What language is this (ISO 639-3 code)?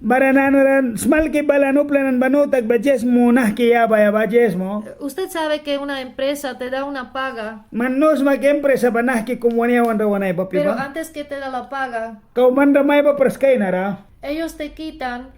miq